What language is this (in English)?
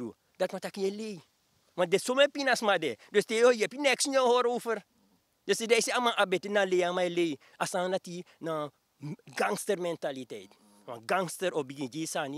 Sranan Tongo